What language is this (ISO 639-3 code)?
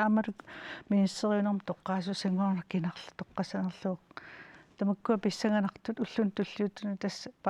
kal